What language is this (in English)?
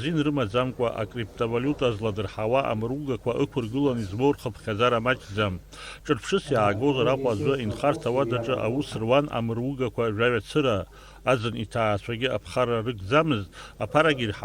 Abkhazian